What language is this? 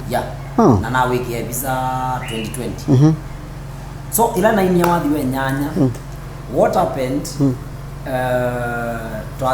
Kamba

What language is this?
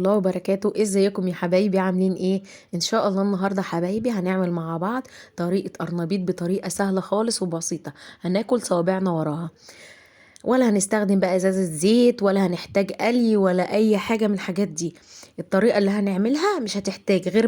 Egyptian Arabic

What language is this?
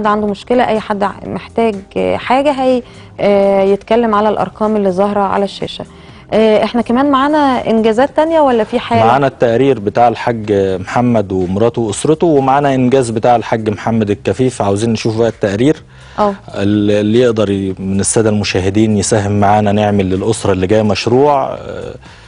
Egyptian Arabic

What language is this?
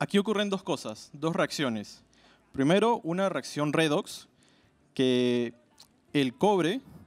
Spanish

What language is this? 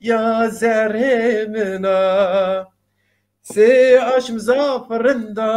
Zaza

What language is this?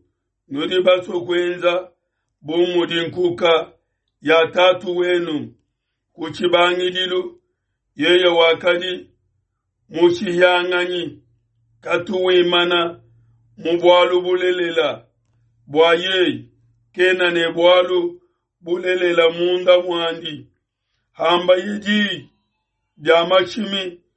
Luba-Lulua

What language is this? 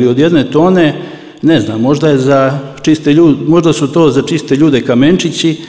Serbian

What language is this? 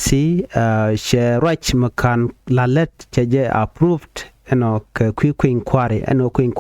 Nuer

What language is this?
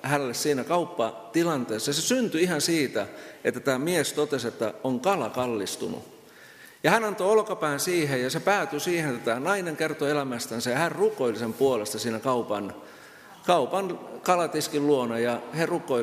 Finnish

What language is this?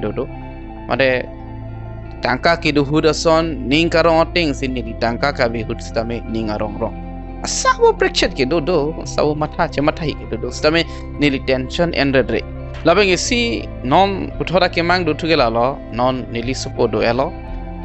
Karbi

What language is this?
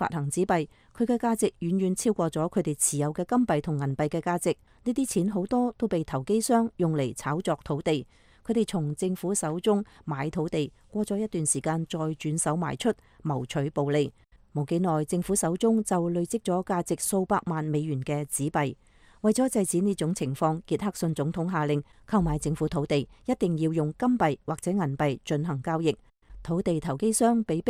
Cantonese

